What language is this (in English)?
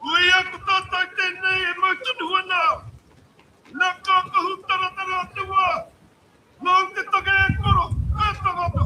Māori